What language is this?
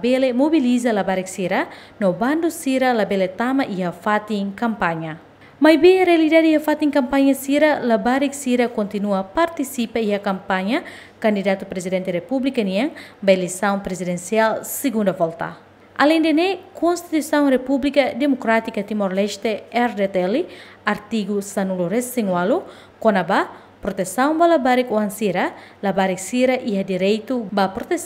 Tetum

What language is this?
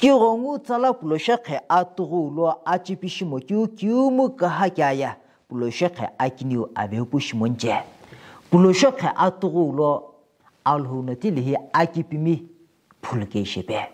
Sumi Naga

